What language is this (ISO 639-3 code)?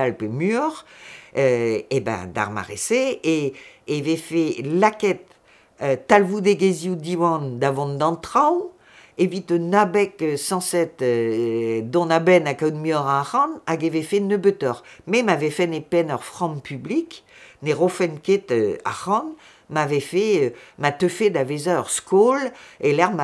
bre